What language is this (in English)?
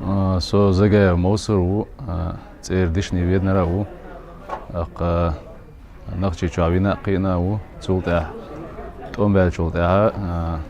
Chechen